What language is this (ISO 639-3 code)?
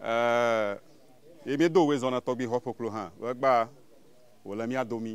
ewe